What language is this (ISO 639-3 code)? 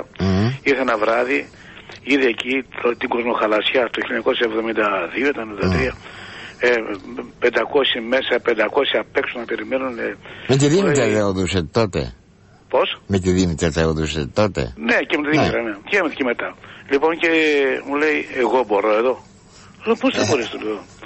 ell